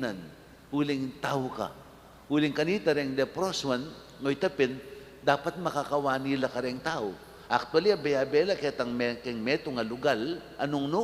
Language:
Pampanga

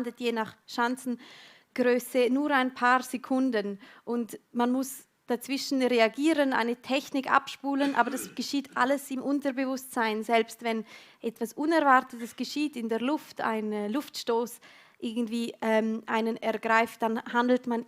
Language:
Swiss German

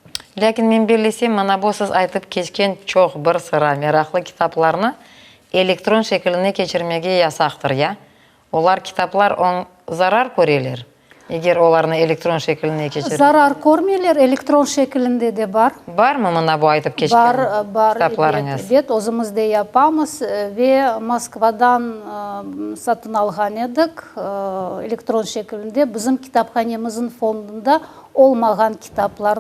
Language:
Crimean Tatar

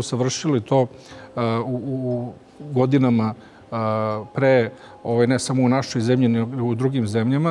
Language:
Serbian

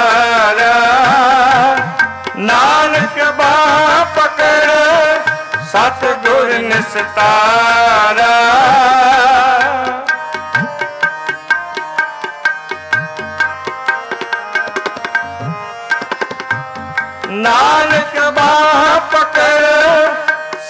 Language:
Punjabi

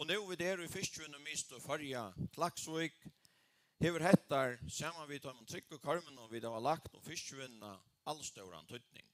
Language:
Faroese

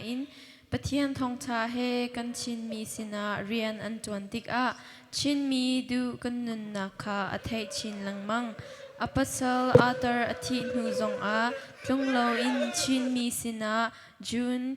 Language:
Hakha Chin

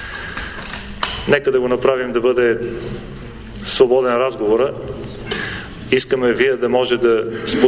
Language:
Bulgarian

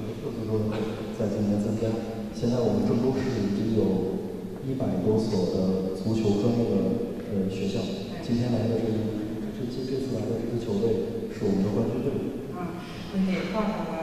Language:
Italian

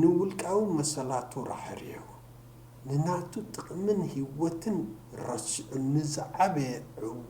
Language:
Tigrinya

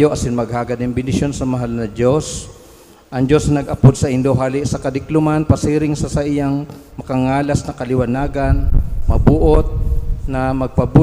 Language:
Bikol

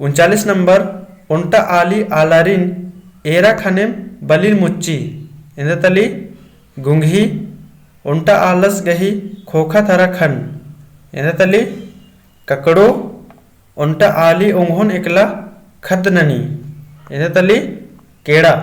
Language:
Kurukh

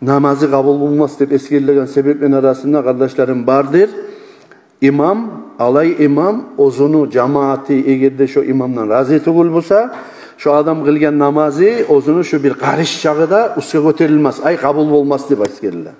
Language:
Kumyk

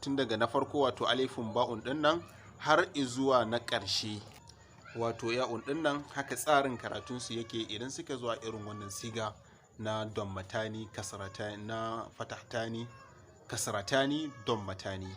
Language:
Hausa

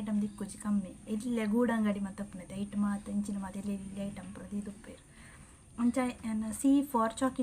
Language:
Tulu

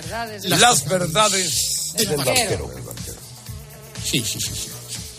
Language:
Spanish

